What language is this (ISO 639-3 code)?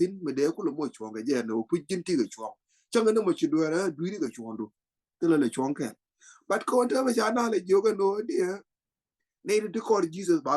nus